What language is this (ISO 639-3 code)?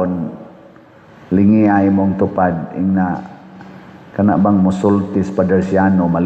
ceb